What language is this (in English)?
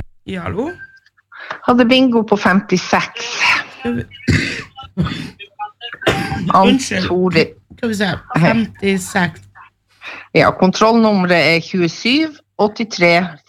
Norwegian